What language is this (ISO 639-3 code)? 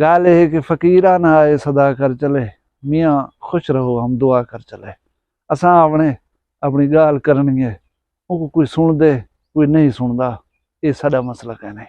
skr